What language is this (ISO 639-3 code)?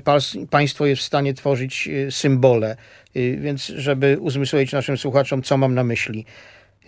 pol